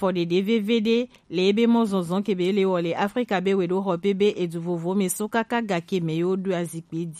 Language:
Gen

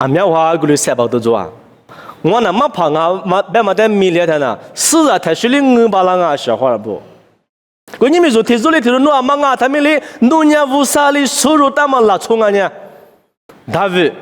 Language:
Lisu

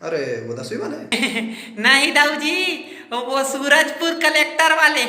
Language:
Chhattisgarhi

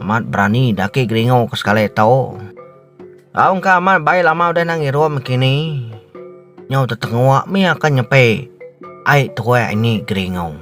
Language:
Iban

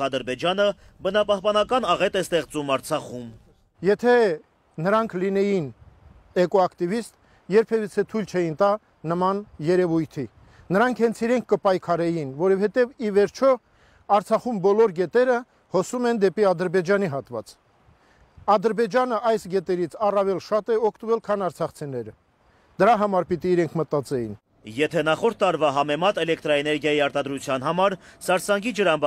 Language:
Armenian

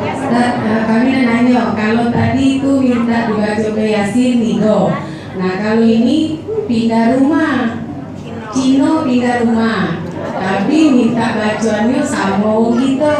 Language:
Musi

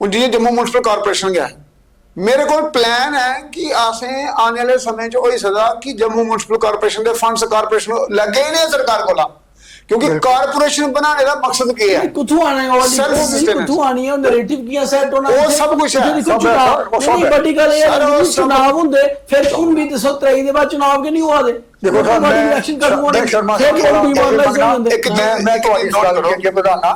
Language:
Dogri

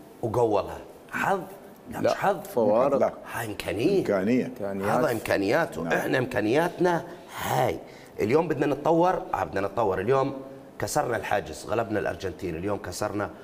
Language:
Mesopotamian Arabic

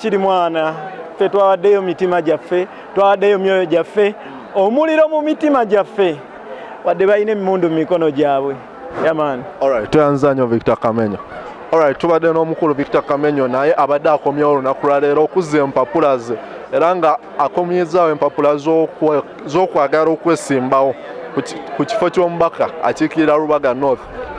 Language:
Ganda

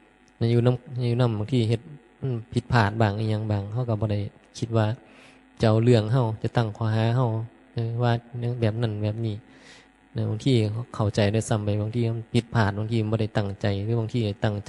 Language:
Northeastern Thai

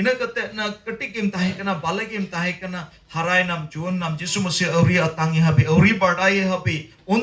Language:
Santali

